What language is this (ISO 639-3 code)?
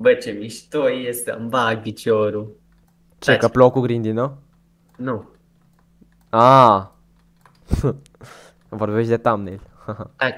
ron